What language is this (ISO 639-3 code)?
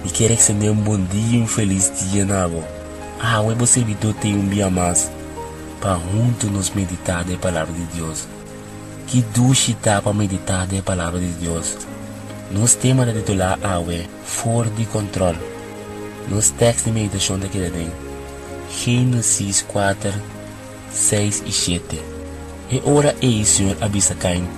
pap